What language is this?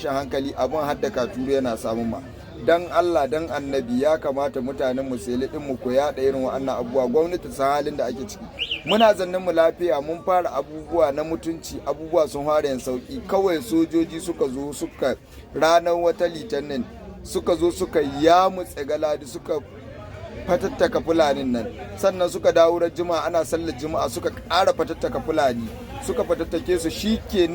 Hausa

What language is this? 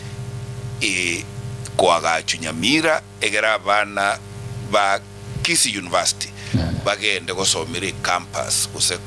Gusii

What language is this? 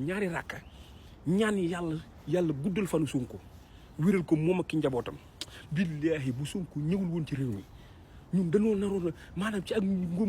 Wolof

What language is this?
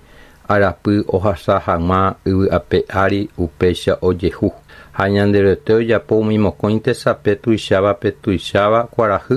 Guarani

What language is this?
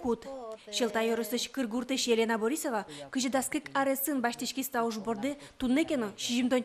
Udmurt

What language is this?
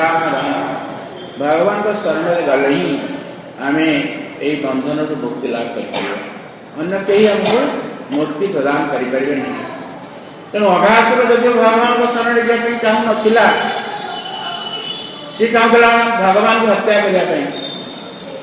Odia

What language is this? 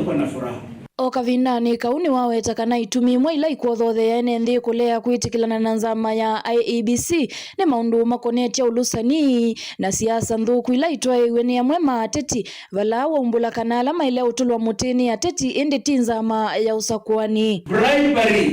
Kamba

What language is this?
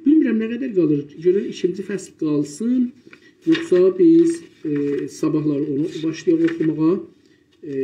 South Azerbaijani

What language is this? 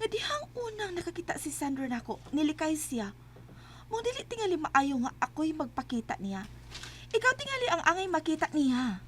Cebuano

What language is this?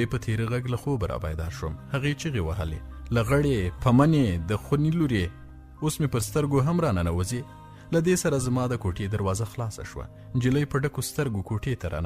Pashto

